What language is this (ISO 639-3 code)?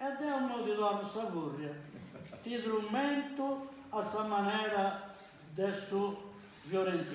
srd